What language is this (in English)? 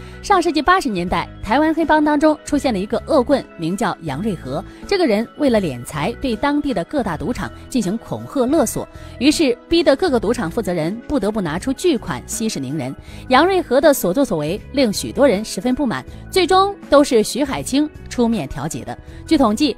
Chinese